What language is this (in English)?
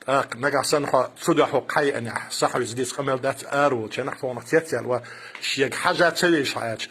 Chechen